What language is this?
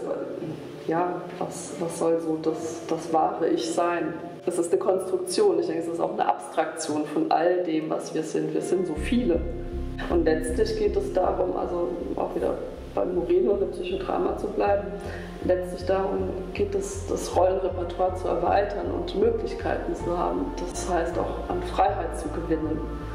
German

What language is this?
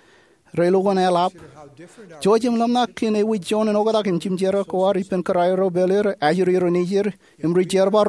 Marshallese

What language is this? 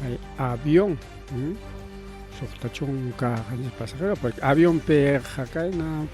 Ayacucho Quechua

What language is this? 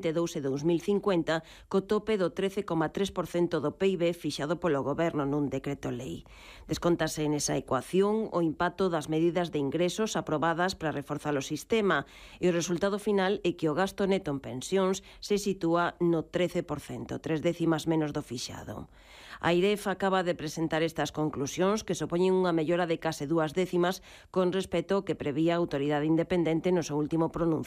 Galician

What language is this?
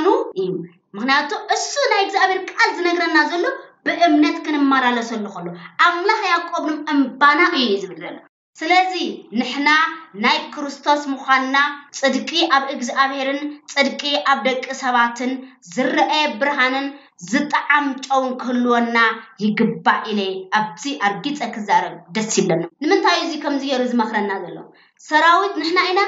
Tigrinya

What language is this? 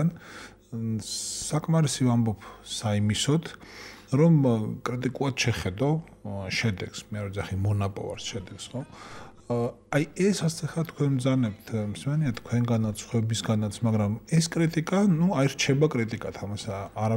Georgian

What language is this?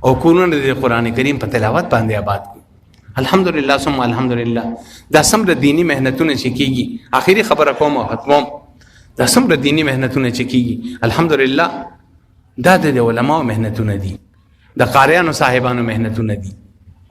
Pashto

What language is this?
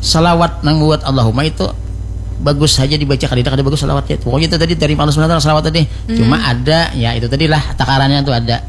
Banjar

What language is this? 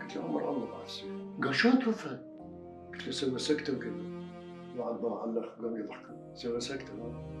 Mesopotamian Arabic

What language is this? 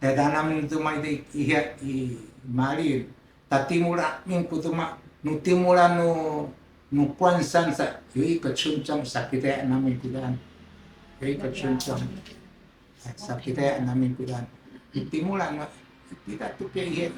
Sakizaya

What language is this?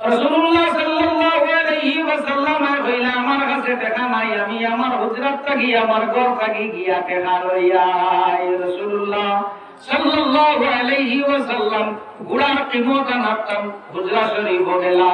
Sylheti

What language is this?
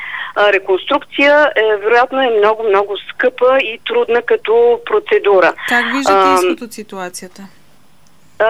Bulgarian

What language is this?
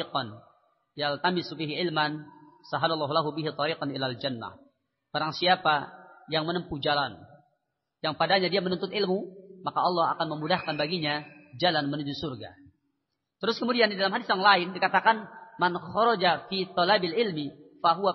Indonesian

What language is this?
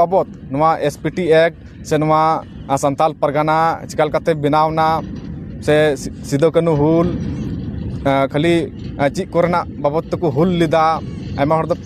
Santali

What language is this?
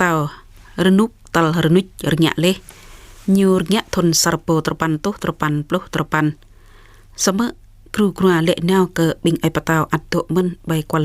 Jarai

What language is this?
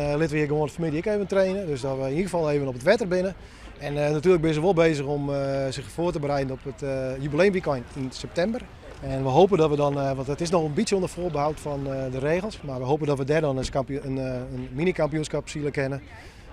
Western Frisian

